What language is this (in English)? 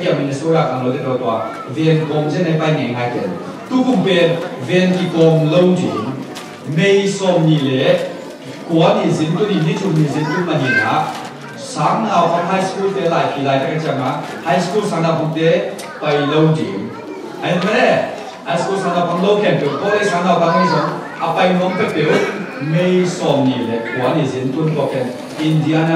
Tedim Chin